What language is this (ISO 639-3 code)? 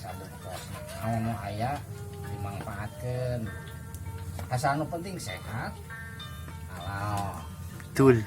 sun